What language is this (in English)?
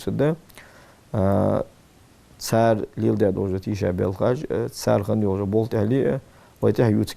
Ingush